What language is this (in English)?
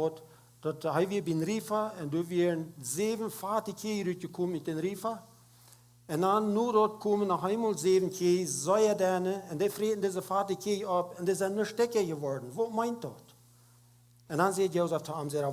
Plautdietsch